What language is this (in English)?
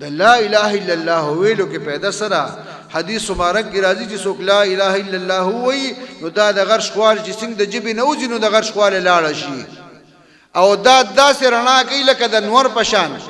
Pashto